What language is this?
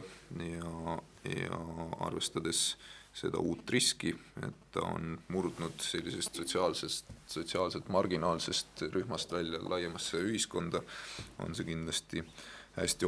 Estonian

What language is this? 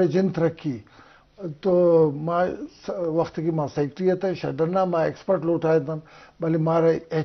Eastern Balochi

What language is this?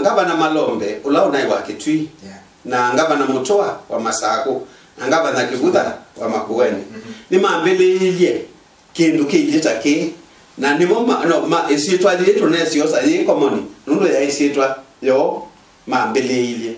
Kamba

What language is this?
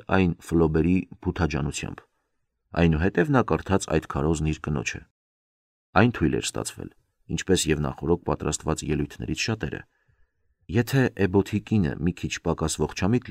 Armenian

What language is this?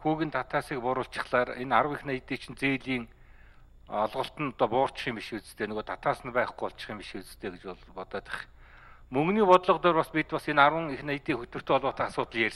Mongolian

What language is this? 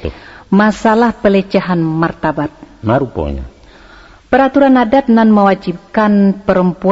Minangkabau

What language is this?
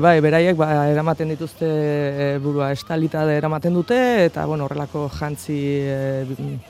Basque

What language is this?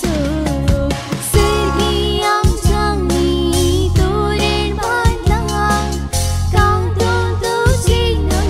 Konkani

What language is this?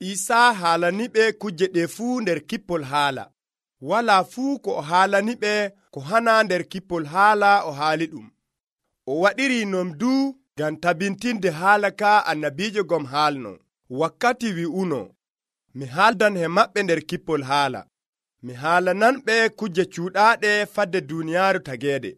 Nigerian Fulfulde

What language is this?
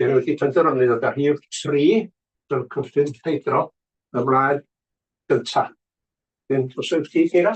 Welsh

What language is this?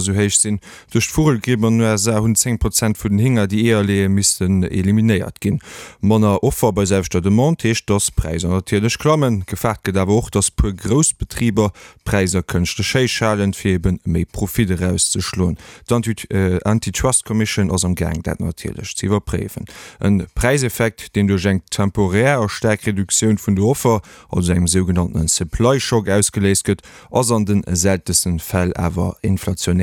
Luxembourgish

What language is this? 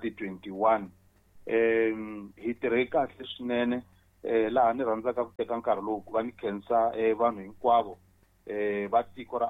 Tsonga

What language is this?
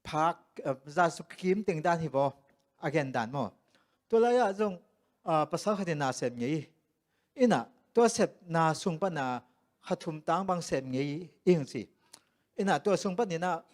Tedim Chin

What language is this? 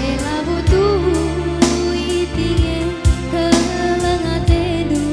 Batak Karo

